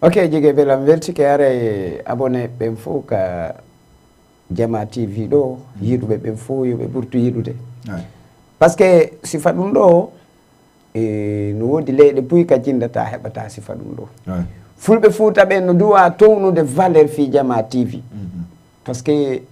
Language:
Fula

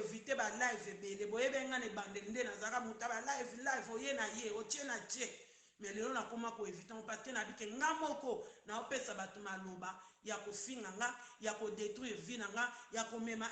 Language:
Lingala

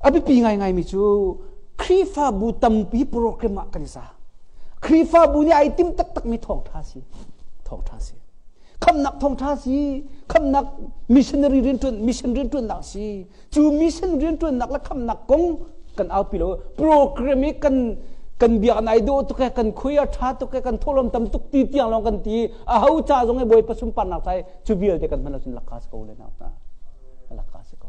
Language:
Hakha Chin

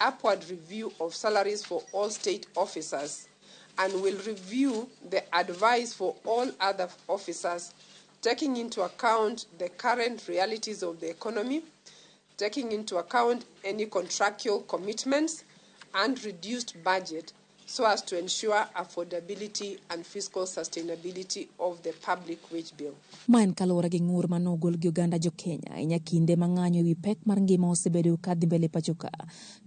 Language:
Luo (Kenya and Tanzania)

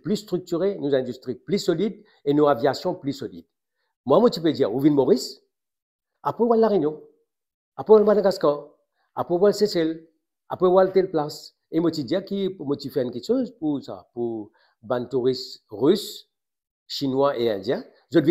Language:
Morisyen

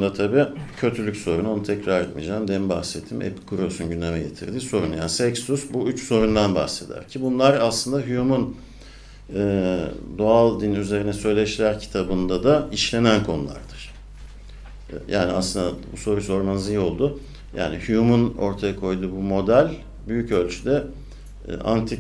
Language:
Turkish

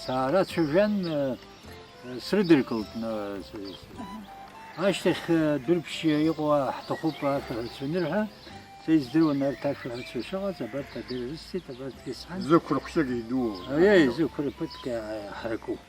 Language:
Abkhazian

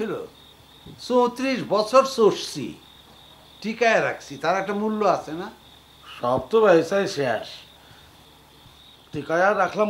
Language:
Bangla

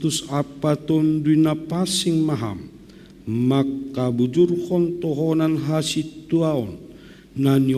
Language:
Batak Simalungun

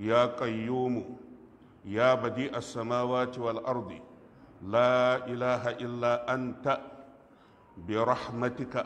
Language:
Hausa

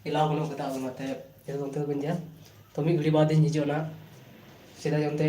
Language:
Santali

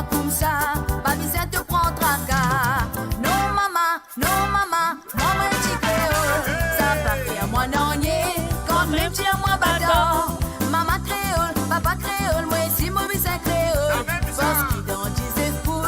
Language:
Morisyen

